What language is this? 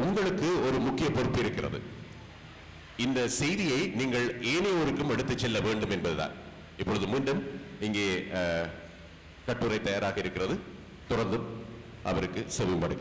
Tamil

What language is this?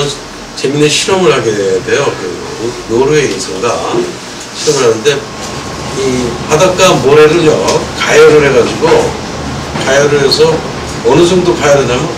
Korean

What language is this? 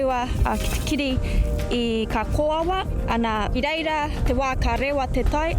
Māori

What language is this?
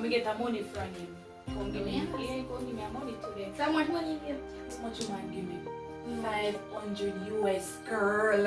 Jamaican Creole English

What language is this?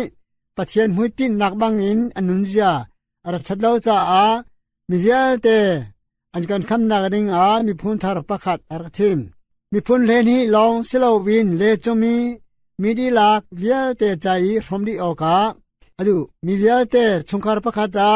Hakha Chin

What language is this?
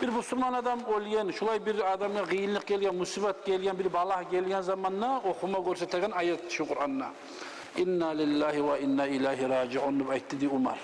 Kumyk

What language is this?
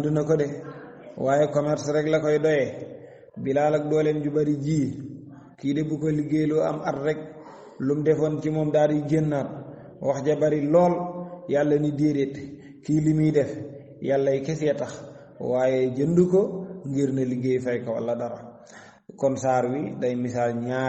Wolof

